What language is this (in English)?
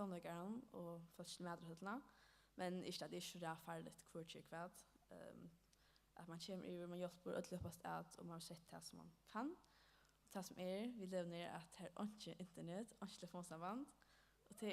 Faroese